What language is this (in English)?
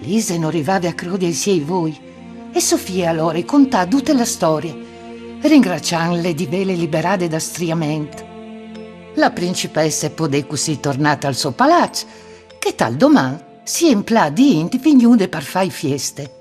Friulian